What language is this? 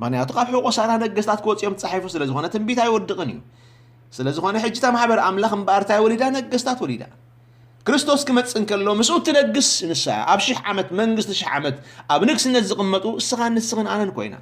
Tigrinya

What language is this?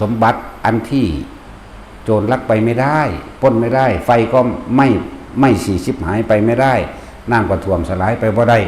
Northeastern Thai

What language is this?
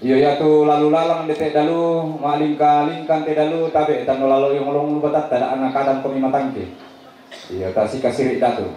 Toraja-Sa'dan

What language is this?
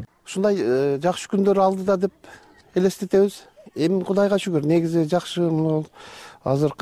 Kyrgyz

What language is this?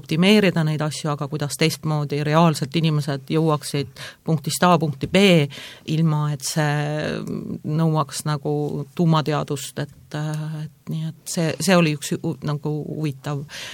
Estonian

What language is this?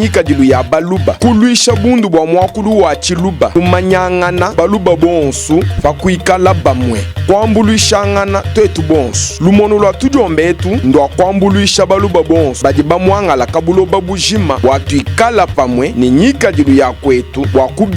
Luba-Lulua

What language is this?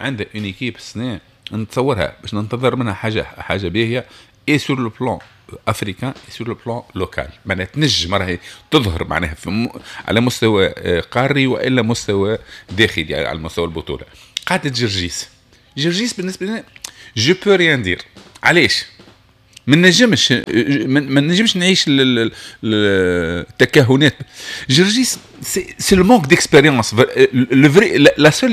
Tunisian Arabic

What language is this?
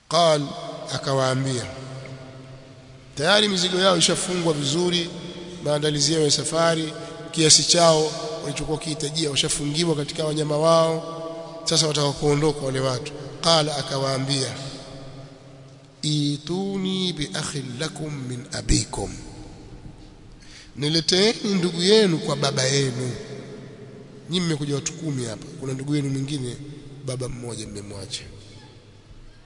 Swahili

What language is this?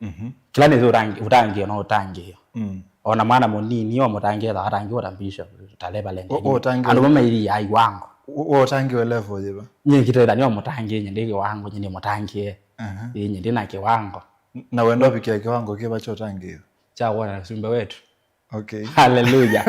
Kamba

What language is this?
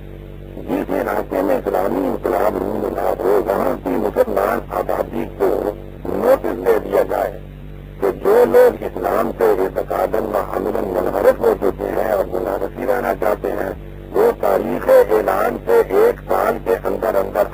Urdu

